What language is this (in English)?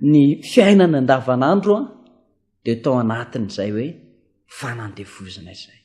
Malagasy